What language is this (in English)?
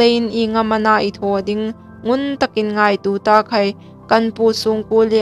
Hmar